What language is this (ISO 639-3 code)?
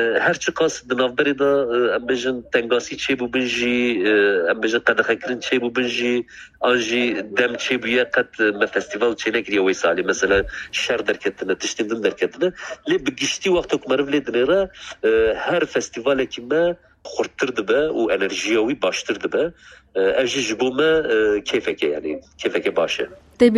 kur